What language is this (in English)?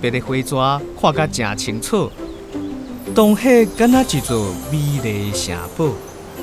Min Nan Chinese